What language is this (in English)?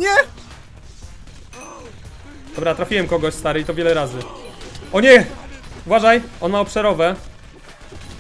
Polish